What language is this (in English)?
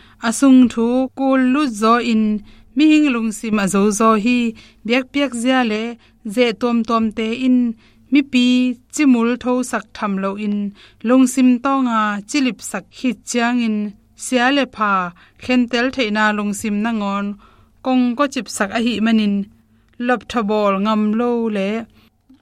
Tedim Chin